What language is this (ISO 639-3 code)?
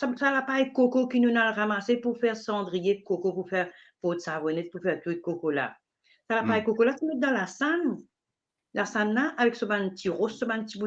mfe